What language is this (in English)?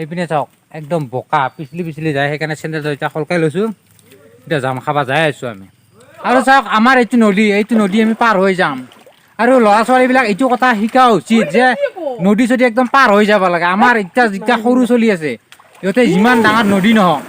Assamese